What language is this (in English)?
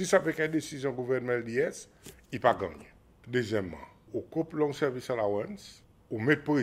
Seselwa Creole French